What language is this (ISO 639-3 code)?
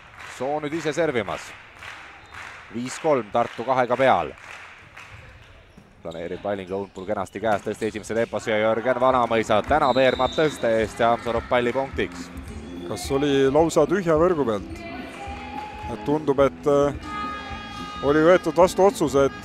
est